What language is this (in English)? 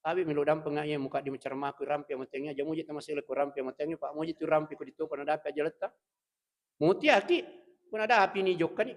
Buginese